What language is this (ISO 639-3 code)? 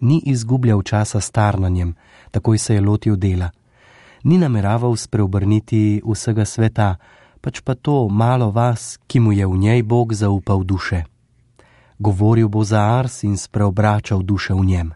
slv